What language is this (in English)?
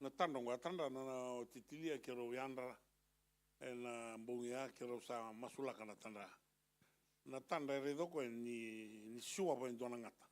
Fijian